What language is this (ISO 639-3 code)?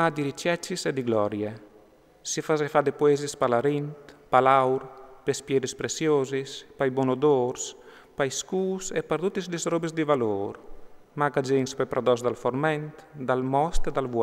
fur